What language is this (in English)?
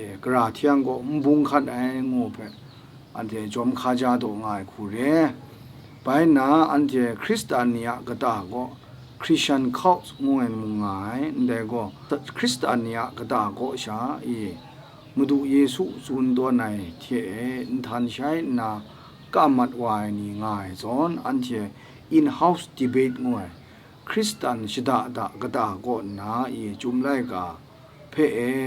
Kachin